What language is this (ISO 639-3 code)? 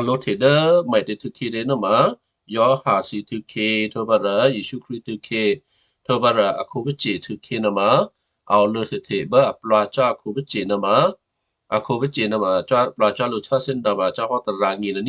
kyu